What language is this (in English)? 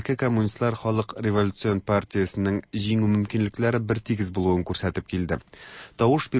Tatar